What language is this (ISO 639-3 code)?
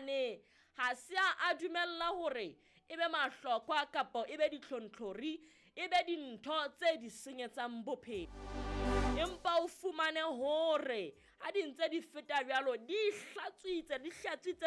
sot